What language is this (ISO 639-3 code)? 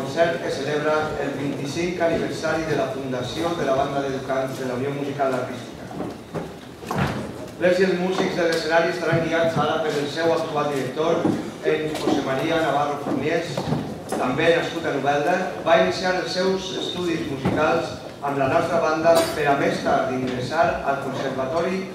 cat